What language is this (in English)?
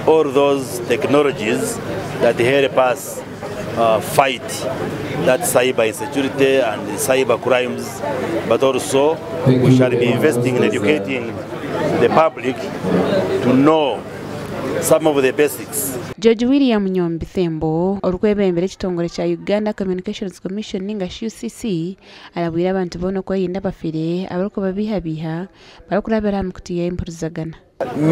Nyankole